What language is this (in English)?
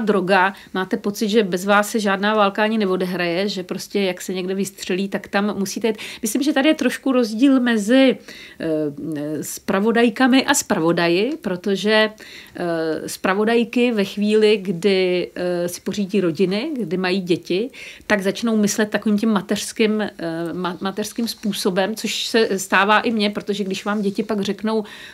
Czech